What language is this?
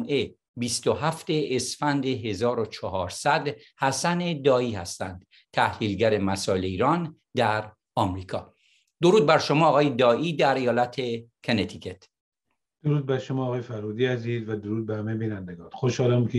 Persian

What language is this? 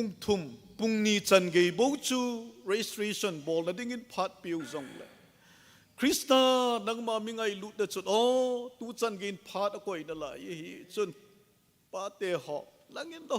Thado Chin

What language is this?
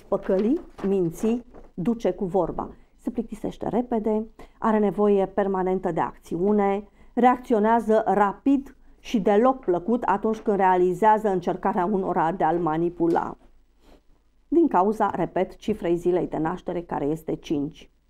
Romanian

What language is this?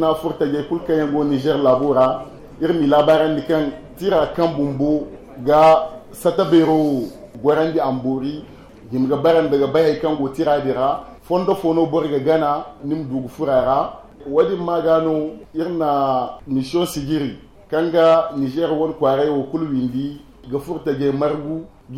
Zarma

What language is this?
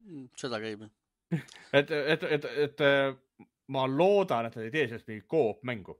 Estonian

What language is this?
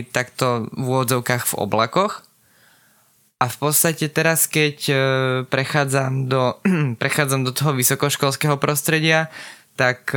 Slovak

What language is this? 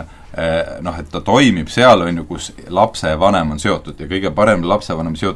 Estonian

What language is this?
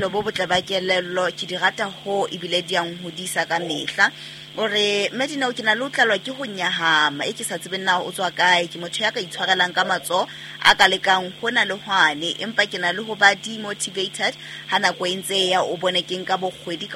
Southern Sotho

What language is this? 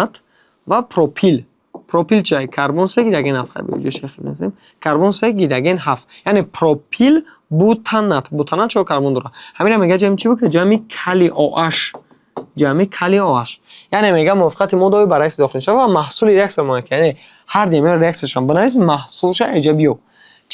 Tajik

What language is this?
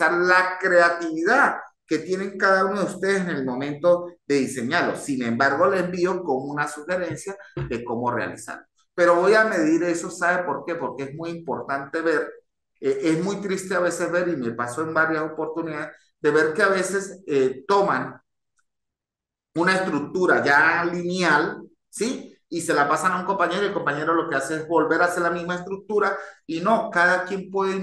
Spanish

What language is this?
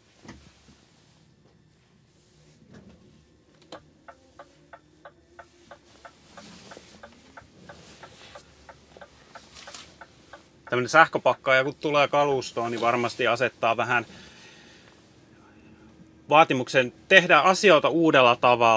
Finnish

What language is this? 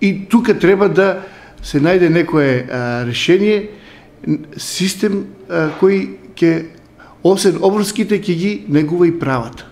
Macedonian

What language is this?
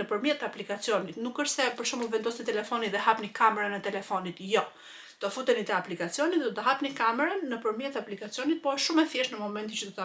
Albanian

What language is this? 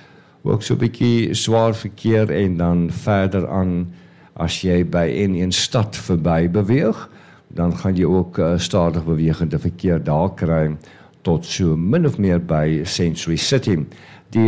Afrikaans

